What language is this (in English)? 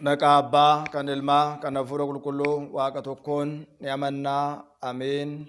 Oromo